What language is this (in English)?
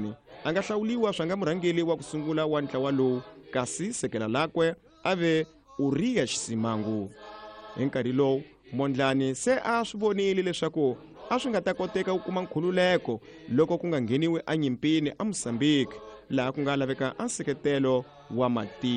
Tsonga